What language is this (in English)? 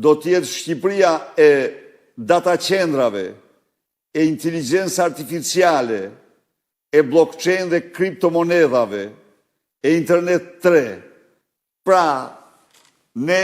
Albanian